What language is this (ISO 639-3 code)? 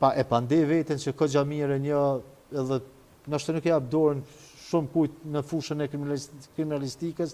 sqi